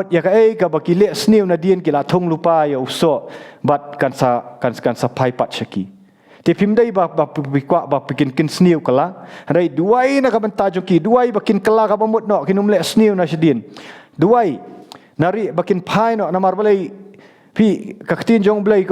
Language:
Khasi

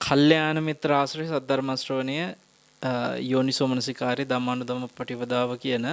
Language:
Sinhala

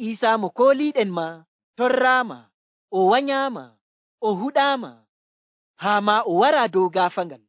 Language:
Nigerian Fulfulde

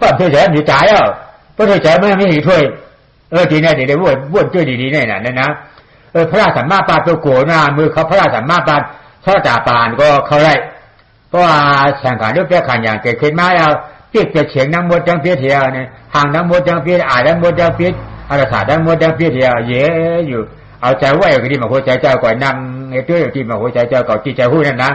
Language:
Shan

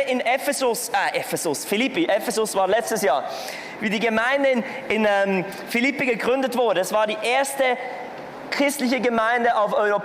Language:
Swiss German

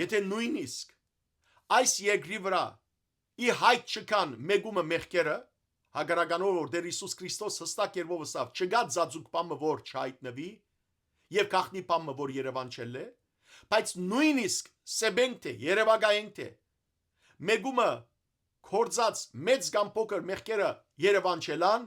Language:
Western Armenian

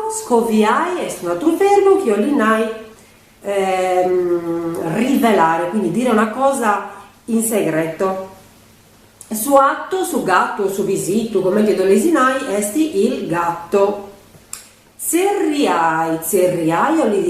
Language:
Sardinian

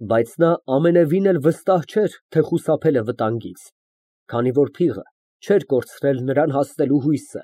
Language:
Armenian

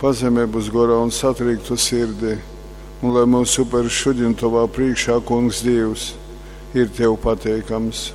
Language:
Latgalian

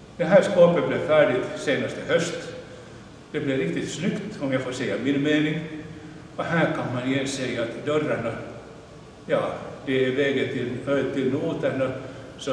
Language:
Swedish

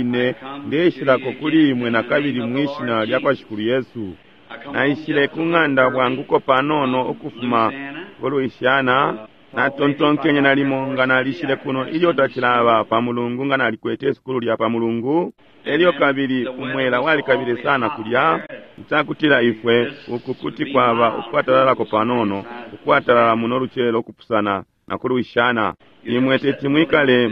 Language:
Bemba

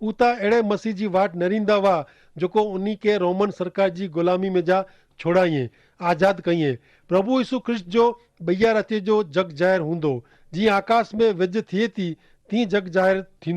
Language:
Kachhi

